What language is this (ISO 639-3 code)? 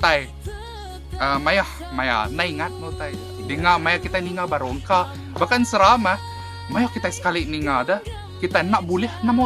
iba